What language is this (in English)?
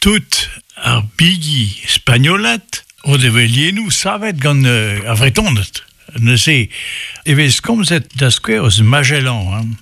Breton